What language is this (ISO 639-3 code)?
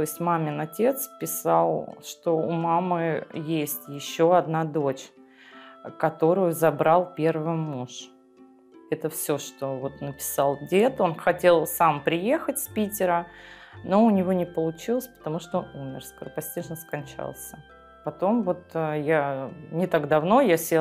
rus